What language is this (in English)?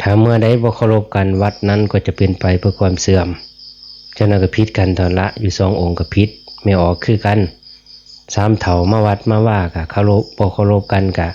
Northeastern Thai